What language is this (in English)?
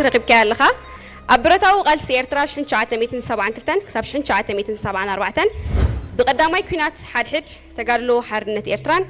Tigrinya